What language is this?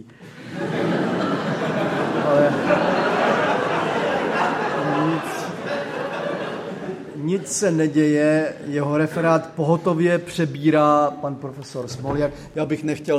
Czech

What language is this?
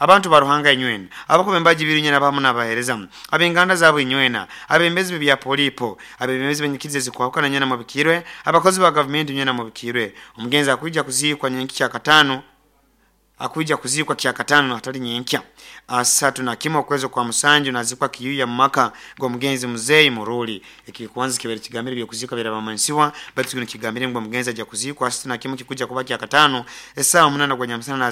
Nyoro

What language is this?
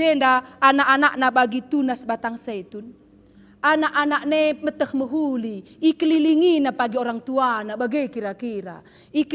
Batak Karo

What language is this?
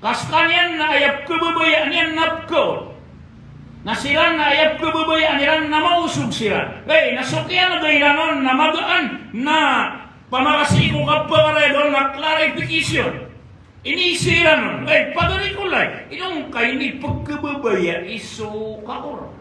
Maranao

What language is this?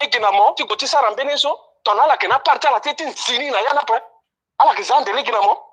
Sango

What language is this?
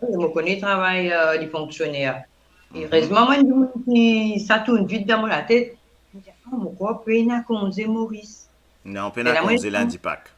Morisyen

